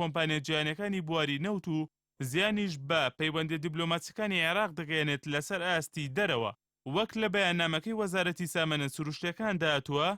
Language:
Central Kurdish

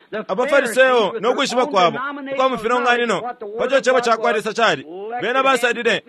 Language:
Bemba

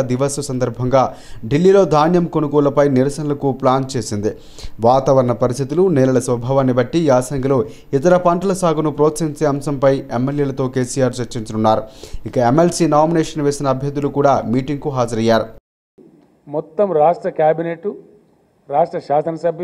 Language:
Telugu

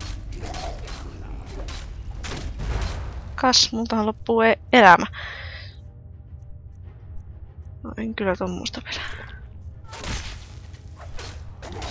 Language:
Finnish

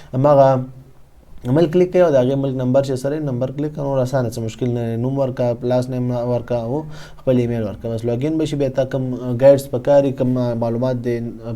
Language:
Pashto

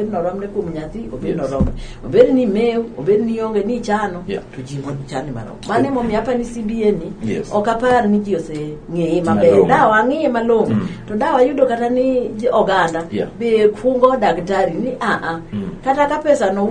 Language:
Luo (Kenya and Tanzania)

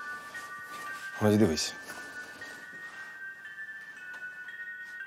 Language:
Ukrainian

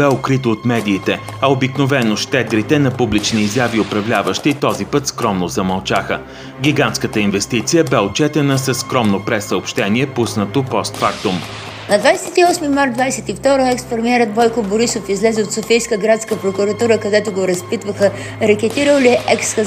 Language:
Bulgarian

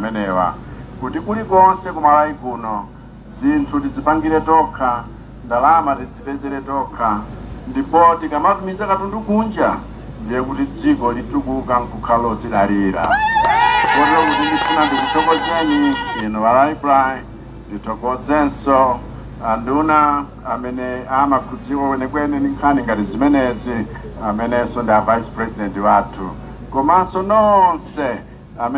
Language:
Nyanja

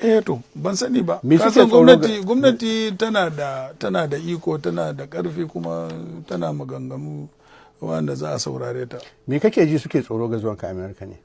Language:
Hausa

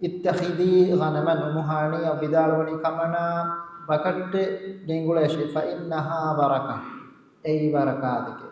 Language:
Divehi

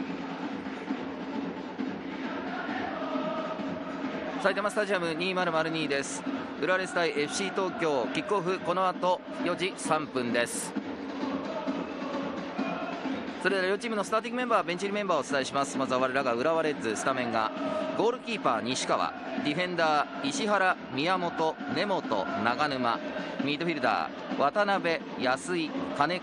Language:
Japanese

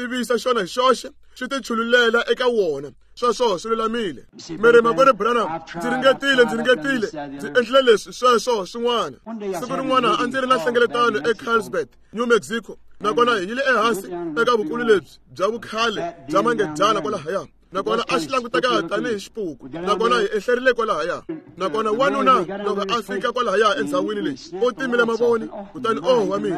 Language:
Tsonga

